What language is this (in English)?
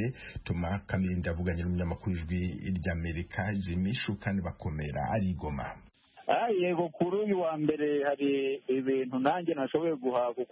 Kinyarwanda